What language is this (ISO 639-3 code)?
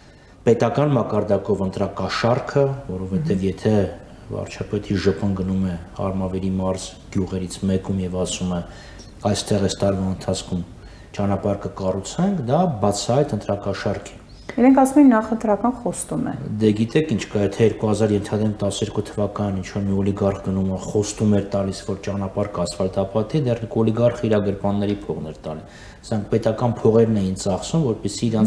hye